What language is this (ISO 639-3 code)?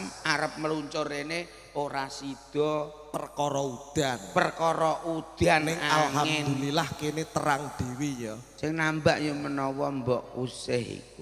jav